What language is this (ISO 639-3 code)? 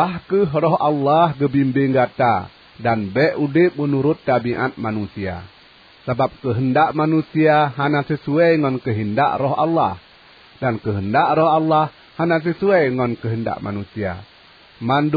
ace